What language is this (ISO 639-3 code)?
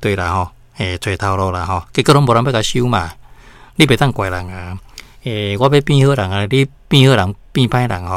nan